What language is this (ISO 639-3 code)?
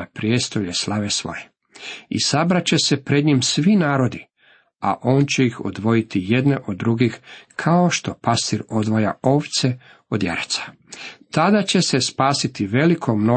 hrv